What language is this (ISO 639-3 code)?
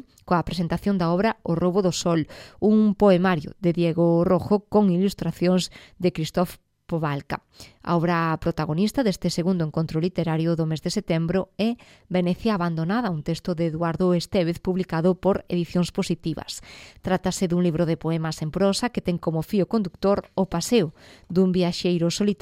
glg